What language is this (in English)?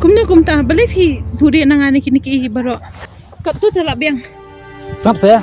Khasi